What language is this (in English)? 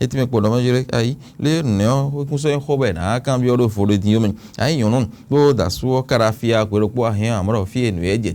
Fon